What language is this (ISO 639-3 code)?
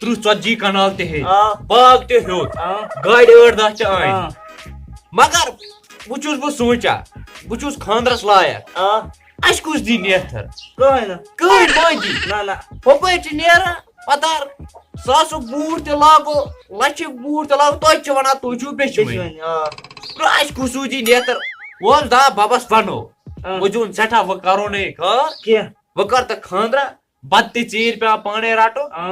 kas